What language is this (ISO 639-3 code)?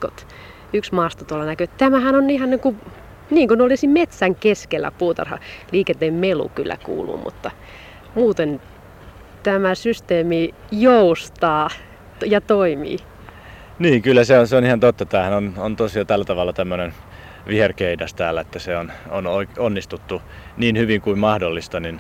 fin